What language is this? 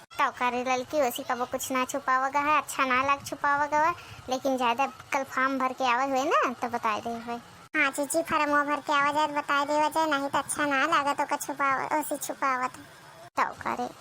Awadhi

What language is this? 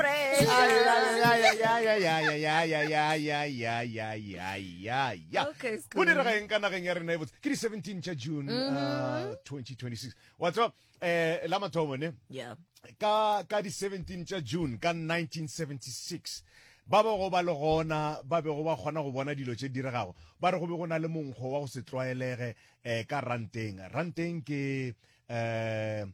Northern Sotho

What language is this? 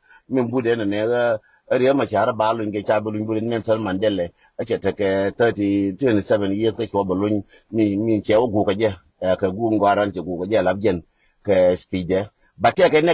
Nuer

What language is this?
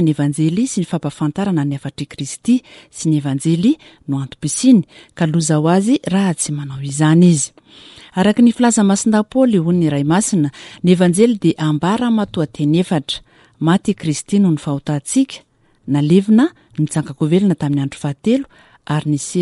Malagasy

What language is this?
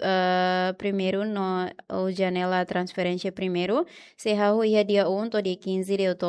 Tetum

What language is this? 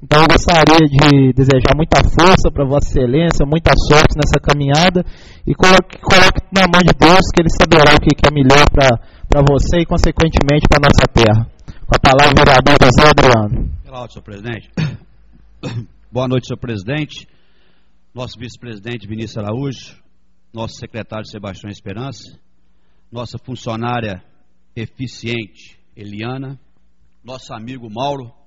Portuguese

